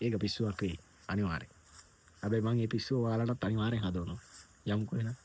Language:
Sinhala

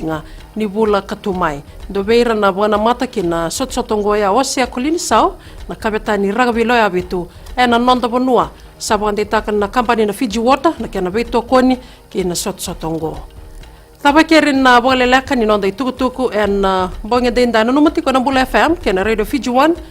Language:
Fijian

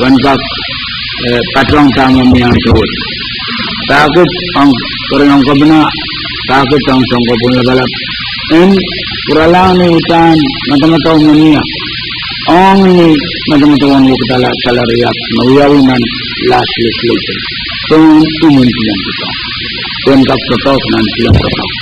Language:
Pohnpeian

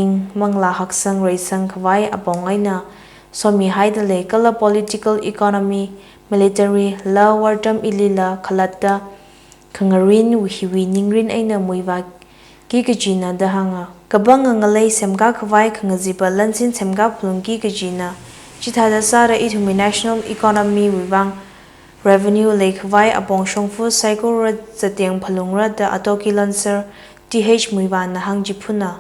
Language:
Tangkhul Naga (India)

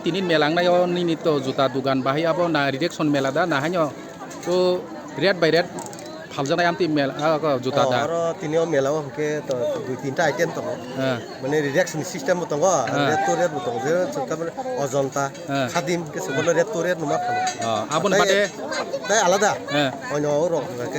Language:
Kok Borok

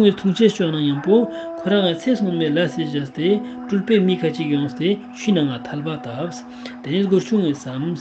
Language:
Ladakhi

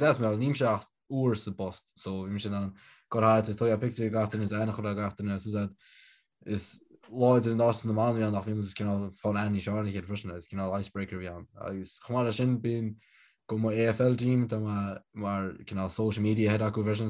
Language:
Irish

